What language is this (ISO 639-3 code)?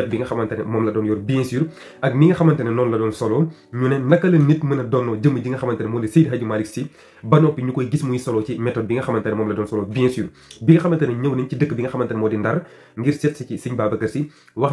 wol